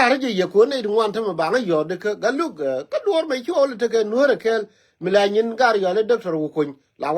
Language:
Nuer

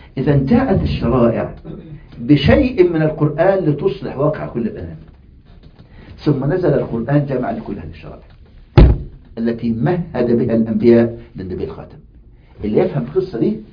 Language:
Arabic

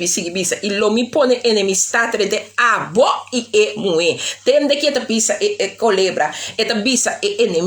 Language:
Papiamento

